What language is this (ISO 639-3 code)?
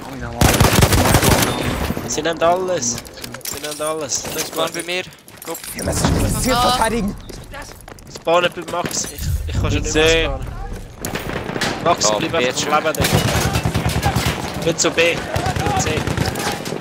deu